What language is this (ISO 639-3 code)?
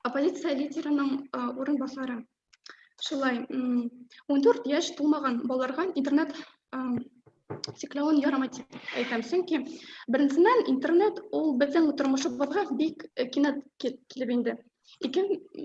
bak